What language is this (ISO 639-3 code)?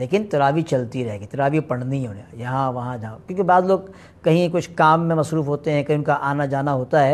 urd